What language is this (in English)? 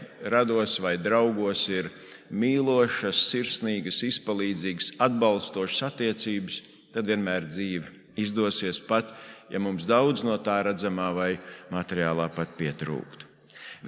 Latvian